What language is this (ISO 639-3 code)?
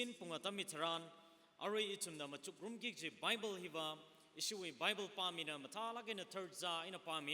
nmf